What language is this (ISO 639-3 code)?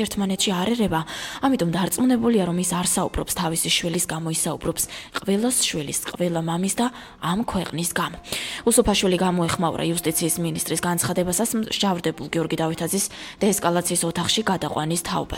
kat